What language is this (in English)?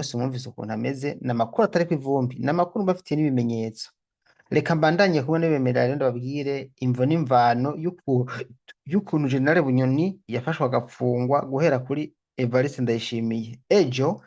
Rundi